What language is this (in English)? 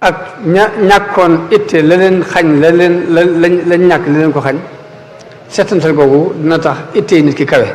Wolof